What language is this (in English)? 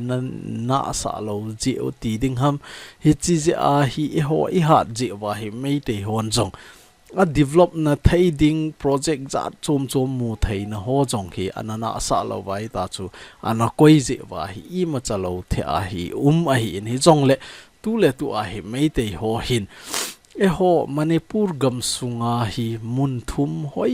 Thado Chin